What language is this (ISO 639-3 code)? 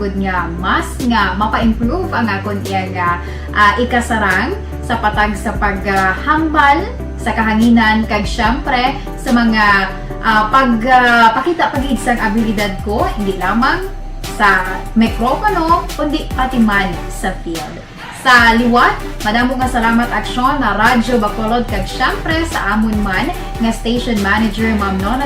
hil